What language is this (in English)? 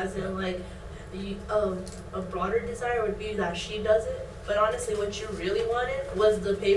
English